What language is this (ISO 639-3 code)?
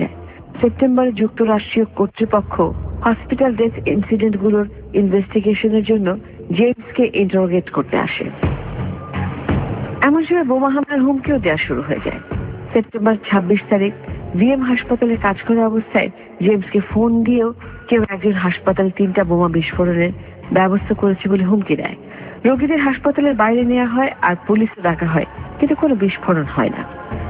ben